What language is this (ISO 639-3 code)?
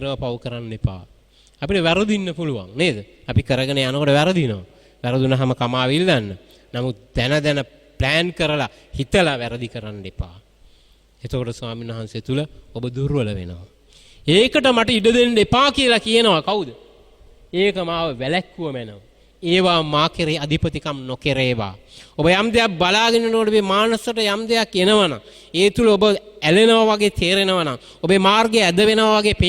sin